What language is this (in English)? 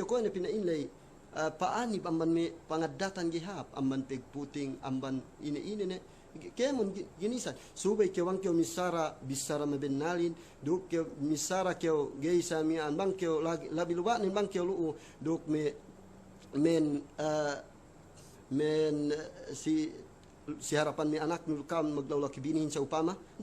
Yakan